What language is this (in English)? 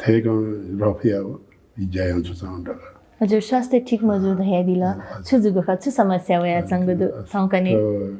Newari